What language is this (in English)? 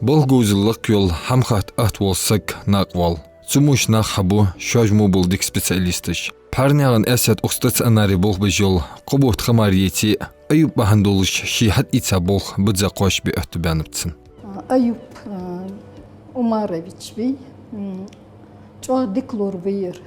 Ingush